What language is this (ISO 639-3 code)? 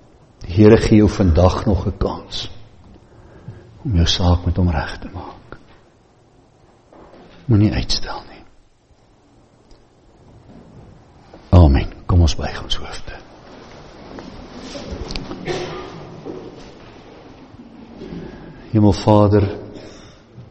afr